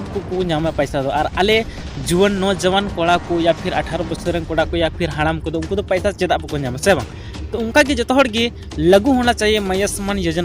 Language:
Santali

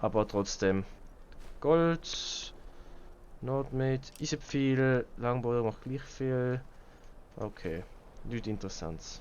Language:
Swiss German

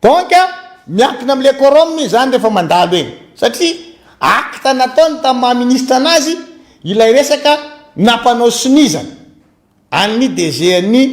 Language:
Malagasy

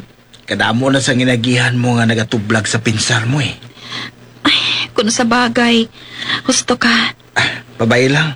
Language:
Hiligaynon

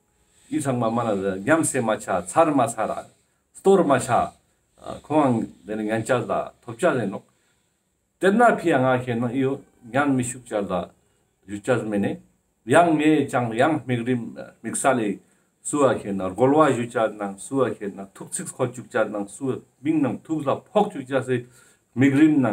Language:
Tibetan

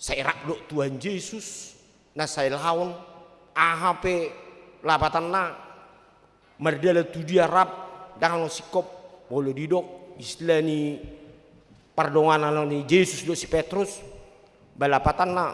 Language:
Batak Toba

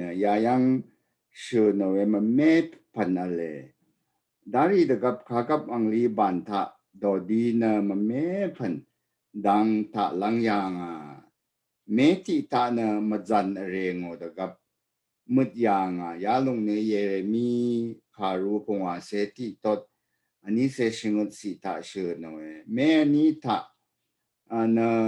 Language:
Rawang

